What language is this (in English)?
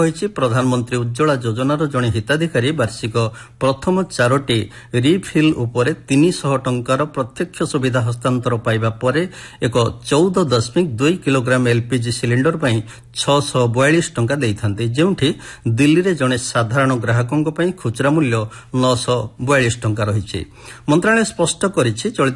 Odia